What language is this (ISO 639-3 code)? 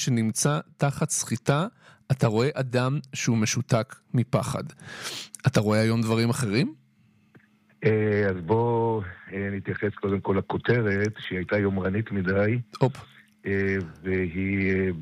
heb